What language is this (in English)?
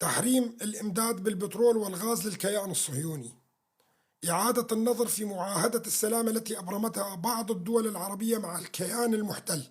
North Levantine Arabic